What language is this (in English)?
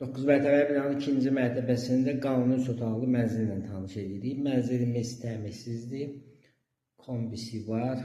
Azerbaijani